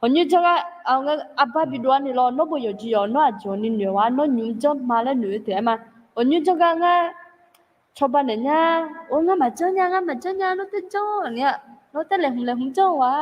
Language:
Akha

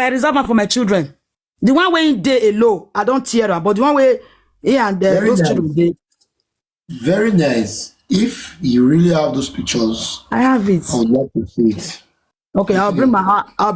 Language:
Nigerian Pidgin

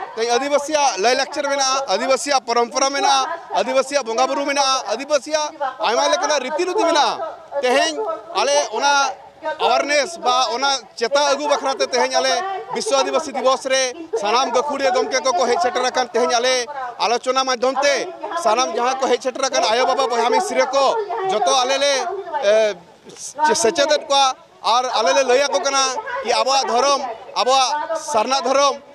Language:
Santali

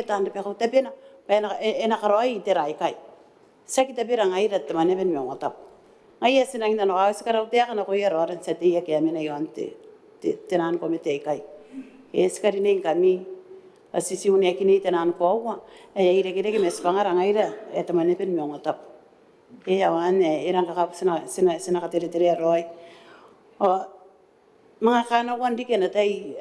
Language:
Gilbertese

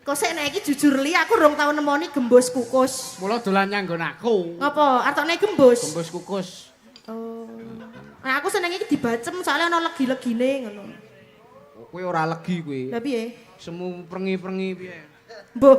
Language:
Javanese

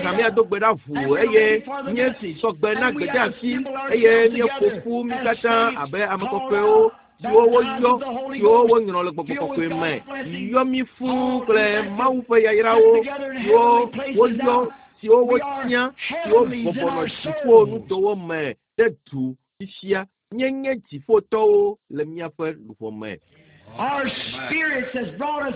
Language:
Ewe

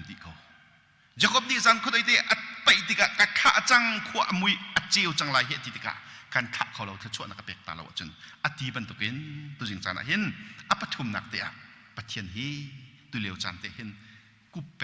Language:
Hakha Chin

